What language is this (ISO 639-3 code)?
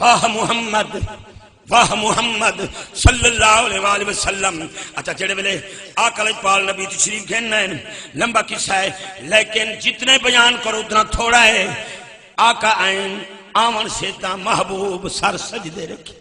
skr